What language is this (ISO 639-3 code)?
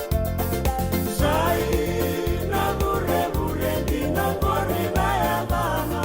fij